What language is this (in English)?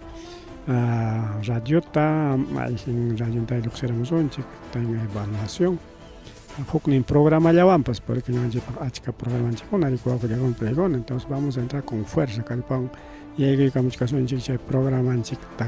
Ayacucho Quechua